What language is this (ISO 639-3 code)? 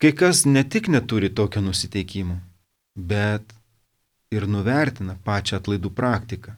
lit